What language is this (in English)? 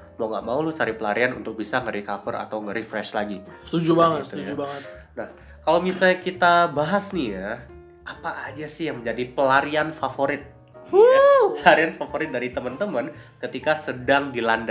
Indonesian